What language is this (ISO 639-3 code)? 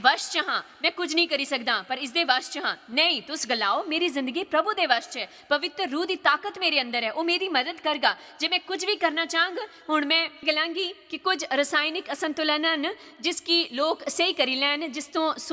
doi